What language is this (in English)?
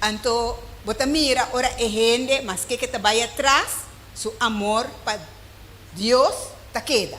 Papiamento